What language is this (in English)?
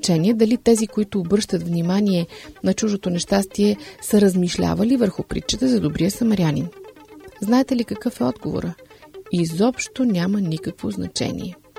Bulgarian